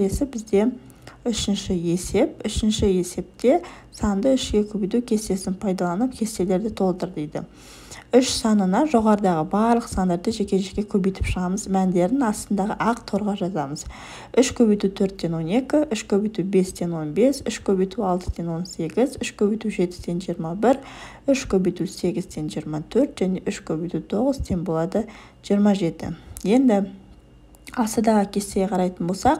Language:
Kazakh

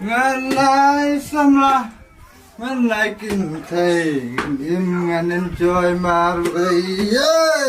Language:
Khasi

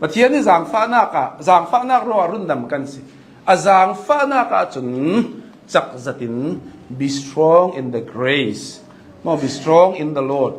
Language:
Hakha Chin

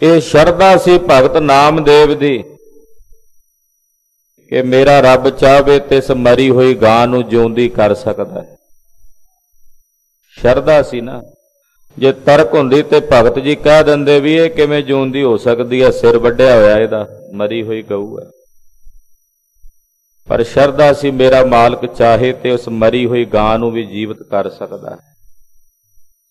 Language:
Punjabi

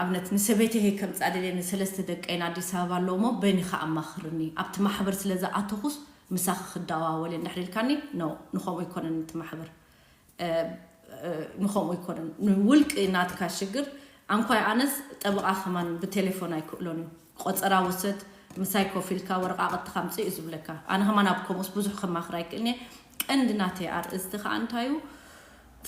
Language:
Tigrinya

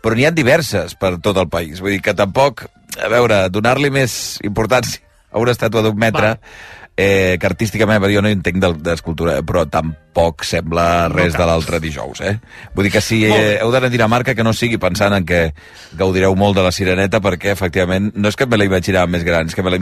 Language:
Catalan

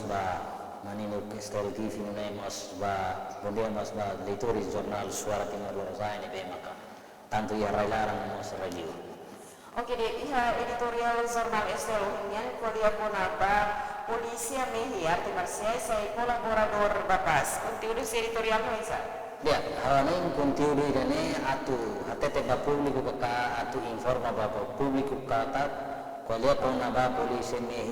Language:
Tetum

